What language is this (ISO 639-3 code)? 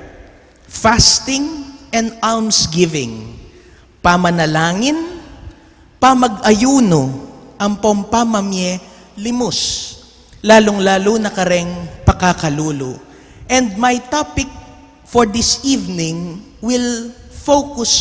pam